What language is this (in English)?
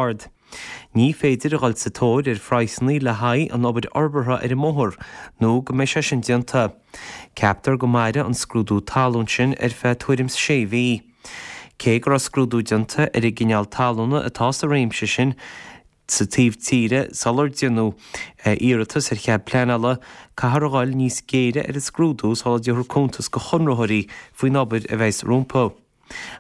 Irish